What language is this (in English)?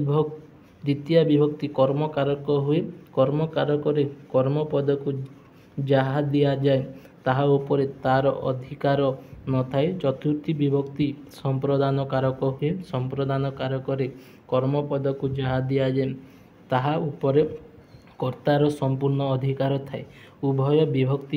Odia